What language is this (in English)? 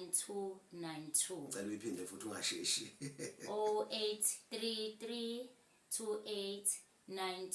Zulu